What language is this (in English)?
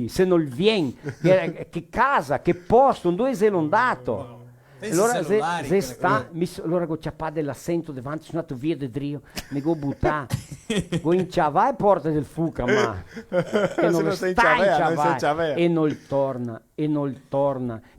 Venetian